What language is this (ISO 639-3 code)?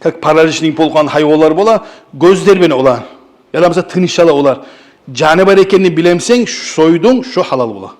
kum